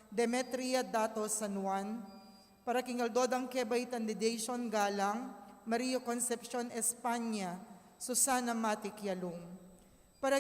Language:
Pampanga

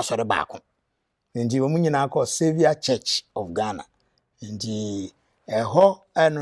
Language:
Akan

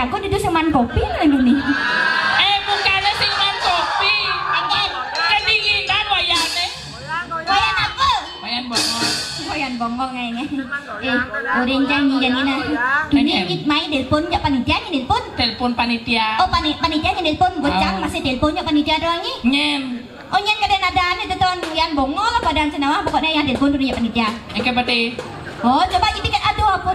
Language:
Balinese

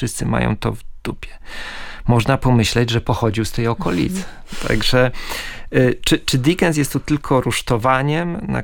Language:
Polish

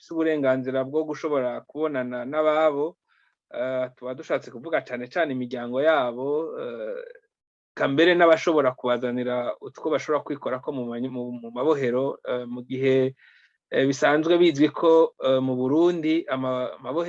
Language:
Rundi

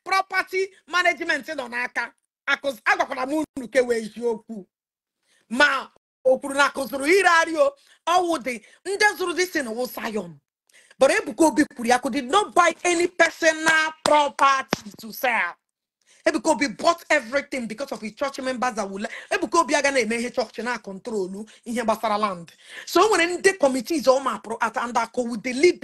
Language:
Igbo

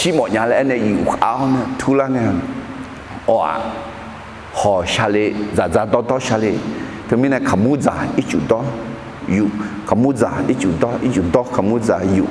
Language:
Akha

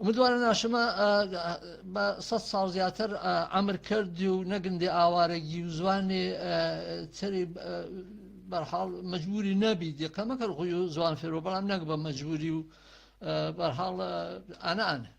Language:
Gurani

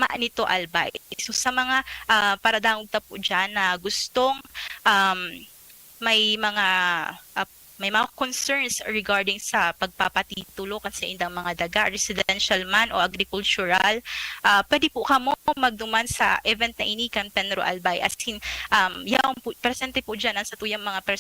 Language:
Bikol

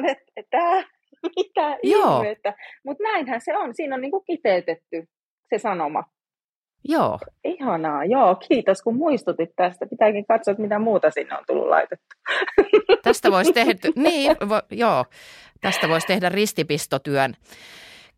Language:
Finnish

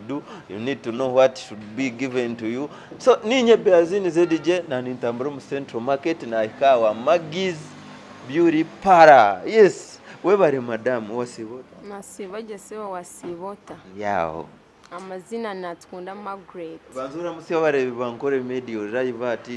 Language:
Nyankole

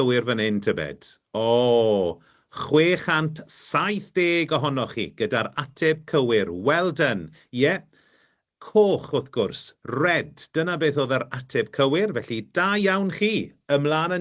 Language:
Welsh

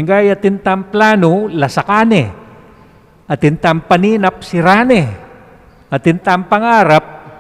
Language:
Pampanga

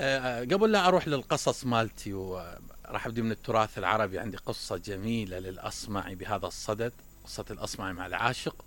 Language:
Mesopotamian Arabic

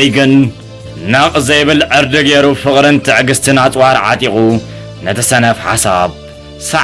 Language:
Tigrinya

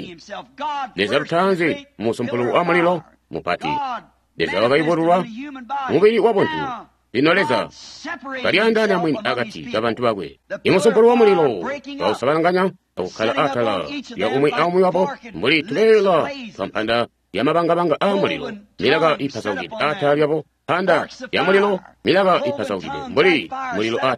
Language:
Tonga (Zambia)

